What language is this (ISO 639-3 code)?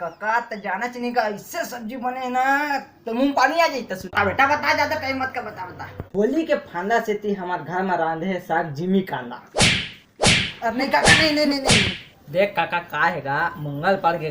hne